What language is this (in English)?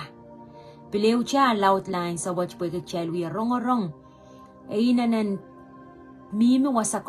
Pohnpeian